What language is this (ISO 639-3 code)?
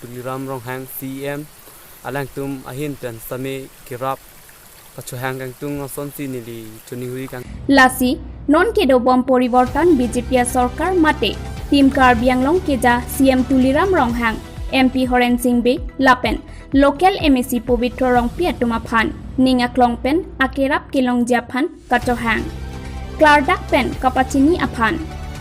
mjw